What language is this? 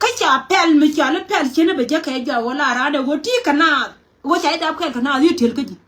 Nuer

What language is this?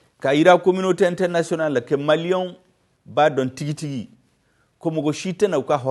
Bambara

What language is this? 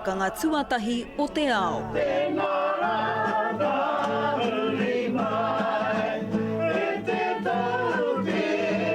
Māori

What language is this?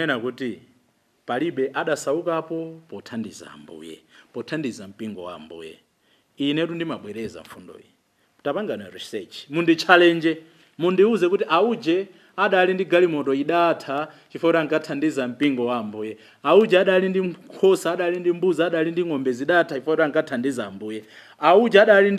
Nyanja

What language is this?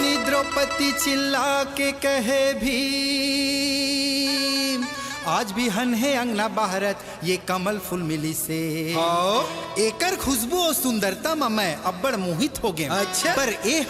Chhattisgarhi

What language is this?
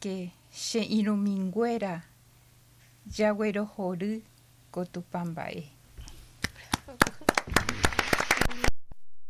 Spanish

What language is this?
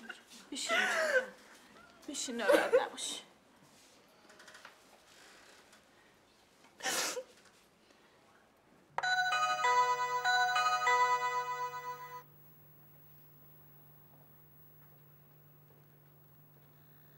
Persian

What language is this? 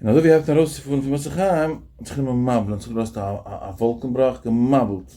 Yiddish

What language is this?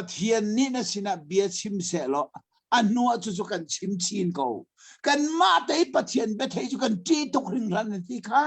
Hakha Chin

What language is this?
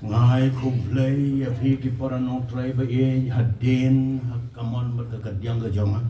Khasi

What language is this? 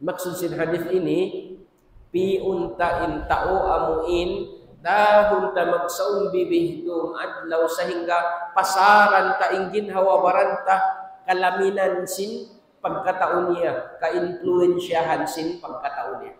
Tausug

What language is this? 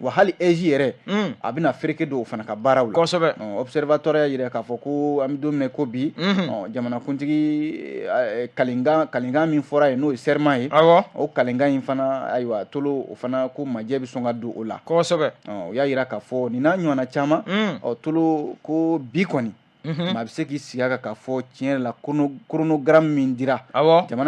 Bambara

